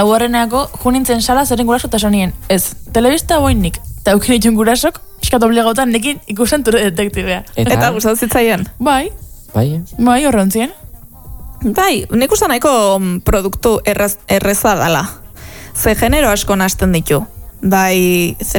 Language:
Basque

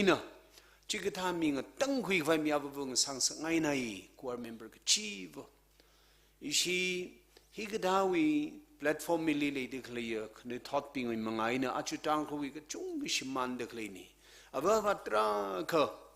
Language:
Tangkhul Naga (India)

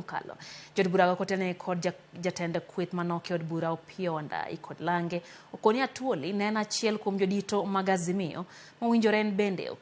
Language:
Luo (Kenya and Tanzania)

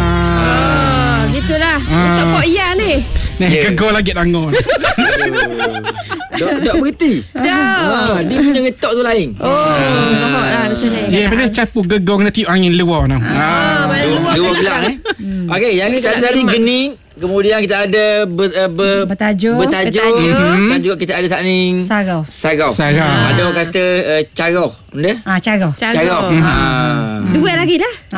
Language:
Malay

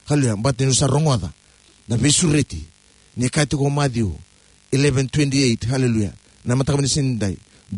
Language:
Fijian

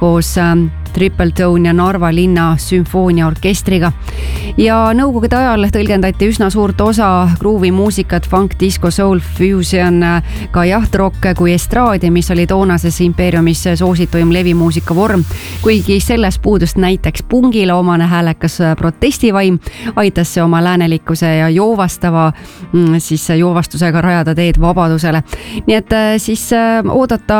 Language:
Estonian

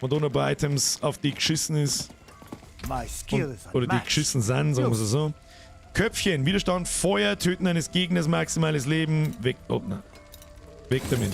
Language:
Bavarian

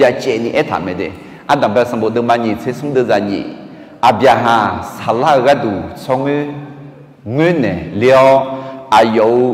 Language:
Akha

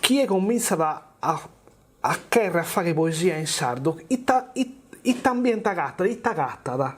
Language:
Sardinian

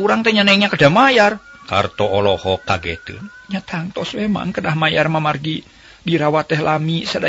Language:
Sundanese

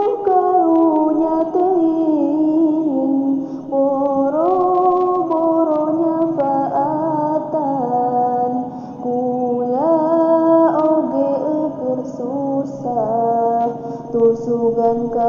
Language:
Sundanese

